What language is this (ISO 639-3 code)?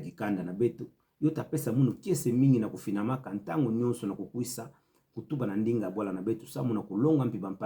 ktu